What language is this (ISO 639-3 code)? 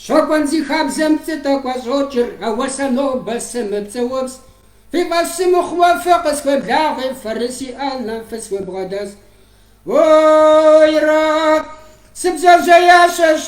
kbd